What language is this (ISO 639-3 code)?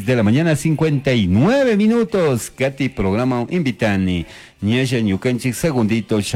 qug